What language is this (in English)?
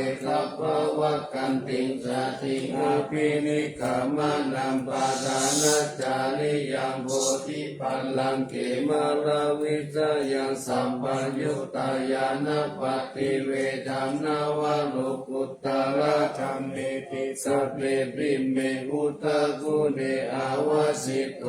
Pali